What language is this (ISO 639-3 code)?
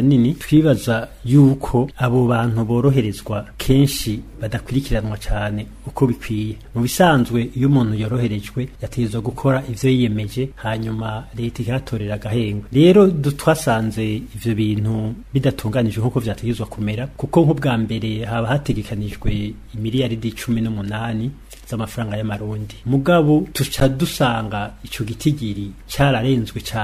run